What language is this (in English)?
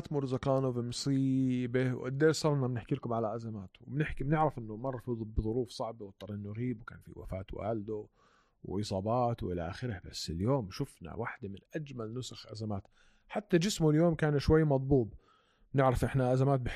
North Levantine Arabic